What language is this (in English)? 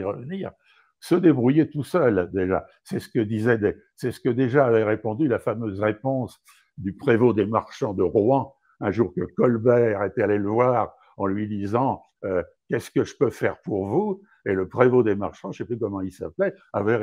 French